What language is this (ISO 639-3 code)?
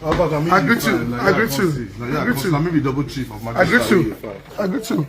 pcm